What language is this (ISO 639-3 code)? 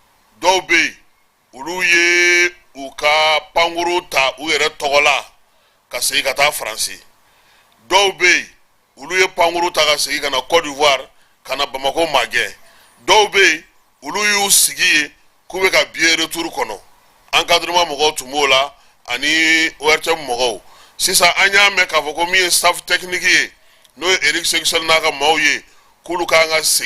bam